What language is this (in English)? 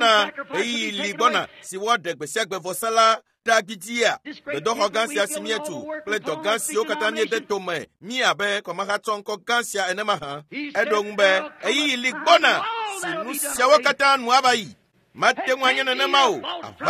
Ewe